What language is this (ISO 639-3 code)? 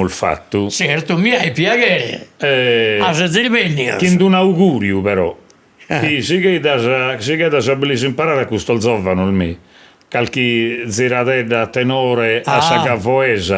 srd